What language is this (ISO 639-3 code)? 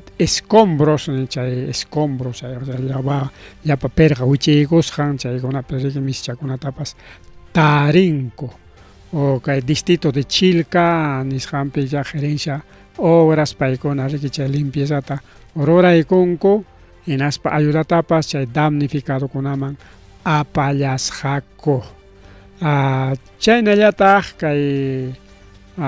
quy